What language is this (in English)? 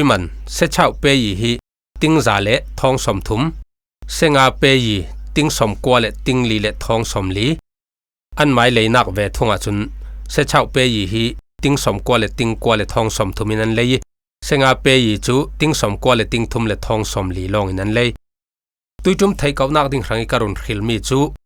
Falam Chin